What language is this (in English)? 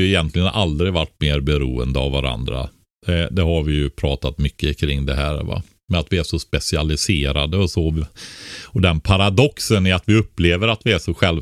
Swedish